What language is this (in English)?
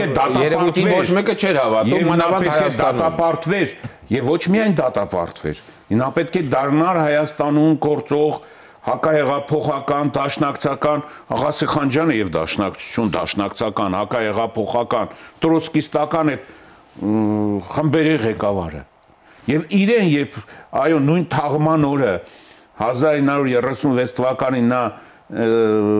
Armenian